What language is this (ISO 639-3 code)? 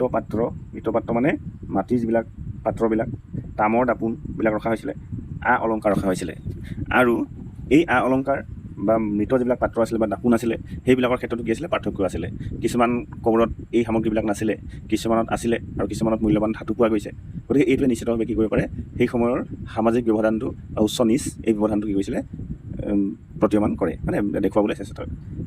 asm